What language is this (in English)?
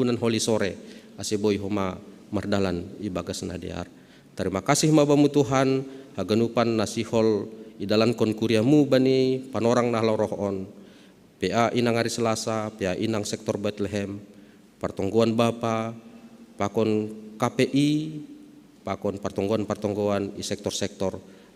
Batak Simalungun